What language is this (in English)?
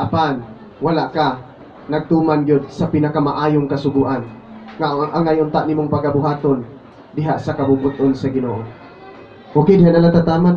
Cebuano